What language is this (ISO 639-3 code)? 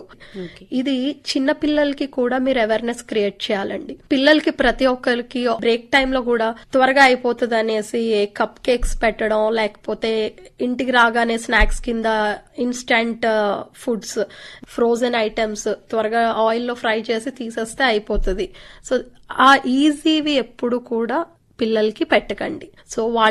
tel